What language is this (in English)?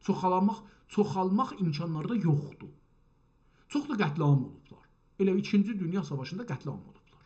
South Azerbaijani